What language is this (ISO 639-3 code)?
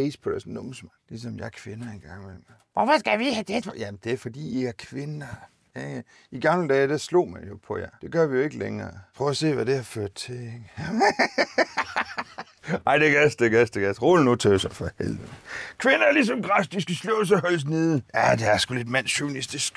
dan